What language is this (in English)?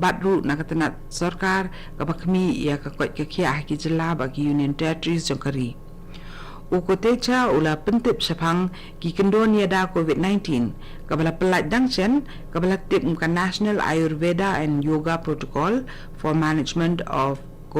Khasi